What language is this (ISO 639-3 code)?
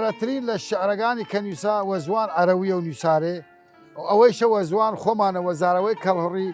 sdh